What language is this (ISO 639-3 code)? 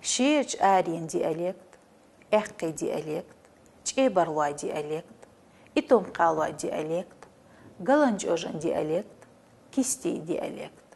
che